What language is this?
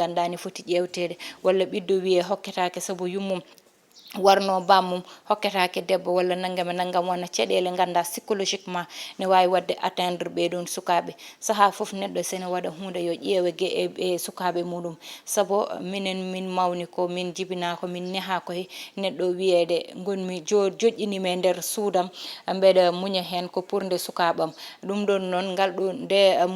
Fula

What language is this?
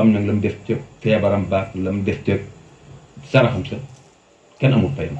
Wolof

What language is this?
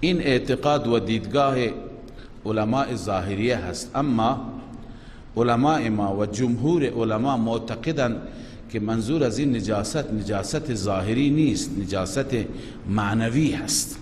Persian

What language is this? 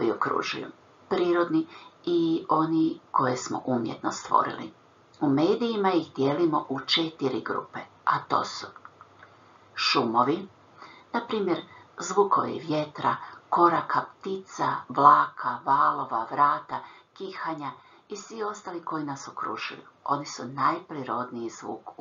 Croatian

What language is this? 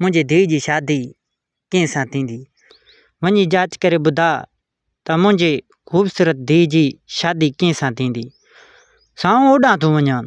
Sindhi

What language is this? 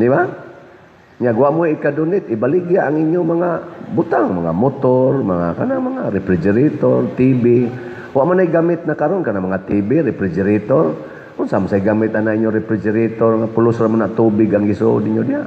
Cebuano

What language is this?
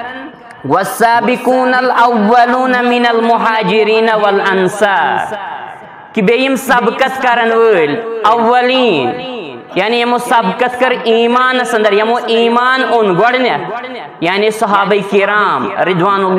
Kashmiri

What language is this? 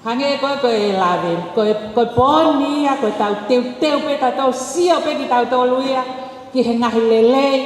Tongan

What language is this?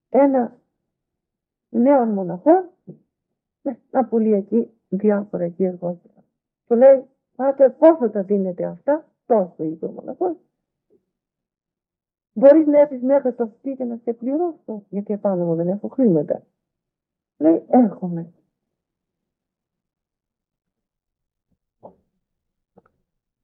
Greek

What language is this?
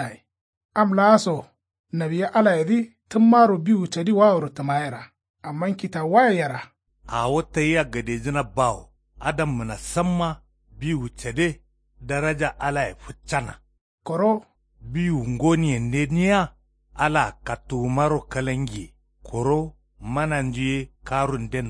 Kanuri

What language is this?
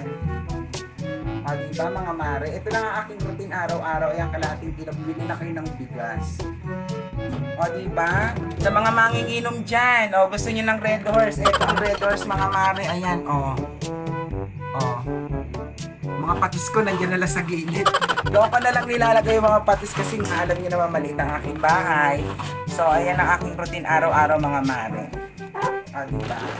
Filipino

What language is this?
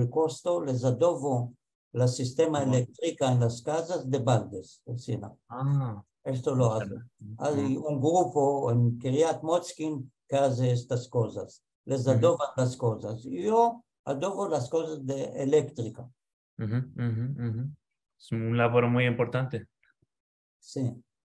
Ladino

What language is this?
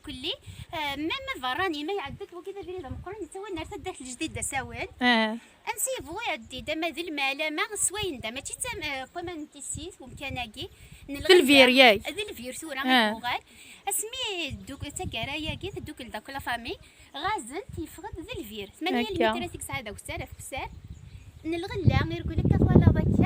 Kabyle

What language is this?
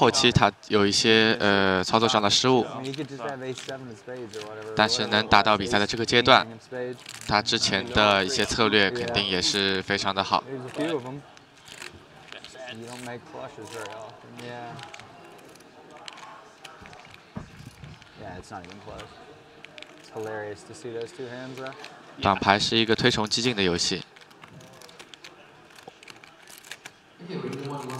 Chinese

